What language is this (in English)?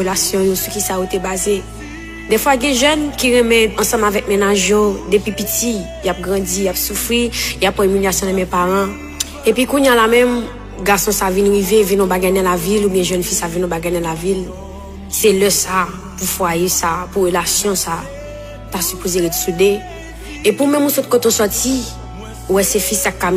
Haitian Creole